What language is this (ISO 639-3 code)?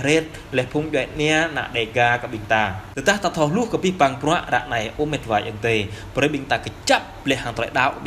jra